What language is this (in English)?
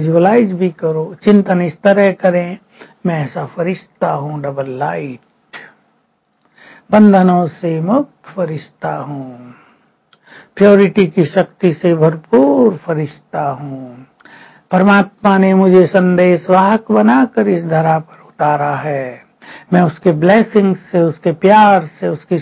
Hindi